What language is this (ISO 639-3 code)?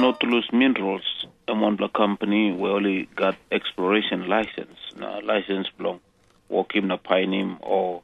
tpi